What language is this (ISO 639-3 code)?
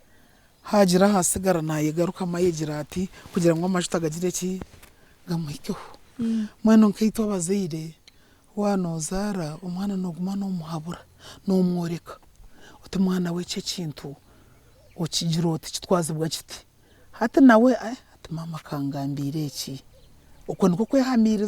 nyn